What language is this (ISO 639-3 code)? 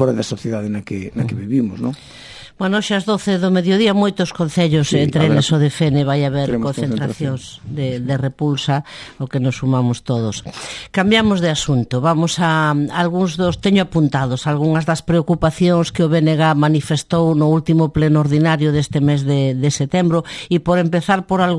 glg